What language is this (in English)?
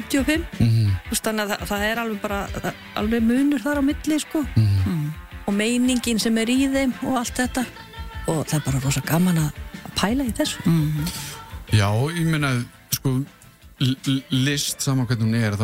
Icelandic